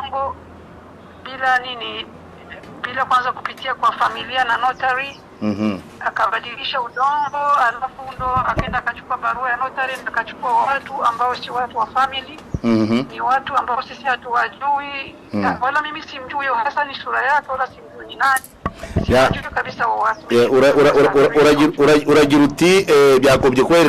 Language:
Kinyarwanda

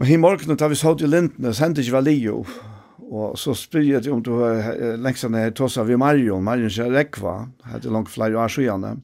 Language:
Faroese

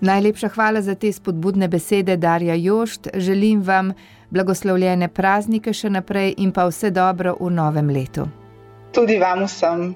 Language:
Slovenian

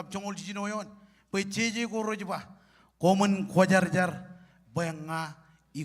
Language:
Marshallese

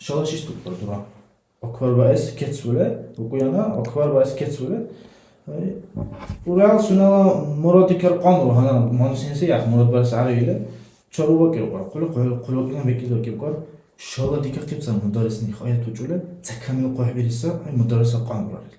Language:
Dargwa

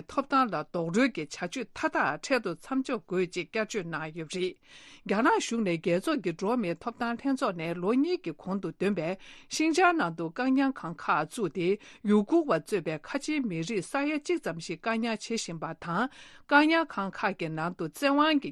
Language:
Tibetan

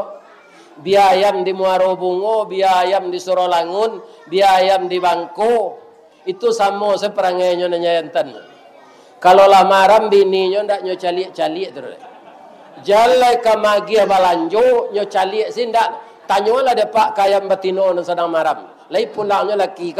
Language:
Minangkabau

